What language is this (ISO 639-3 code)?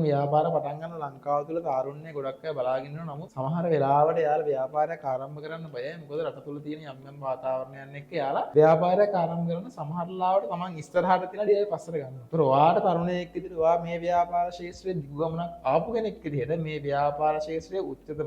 sin